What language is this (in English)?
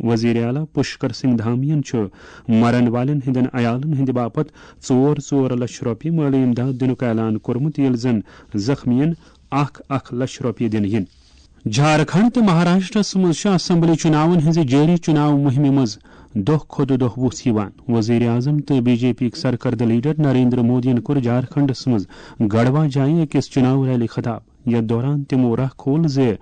Kashmiri